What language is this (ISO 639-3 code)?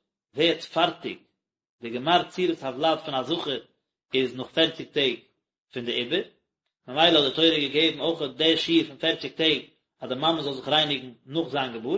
yid